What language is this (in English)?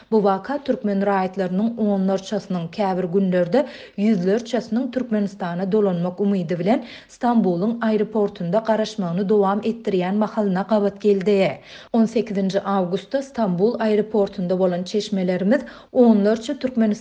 Turkmen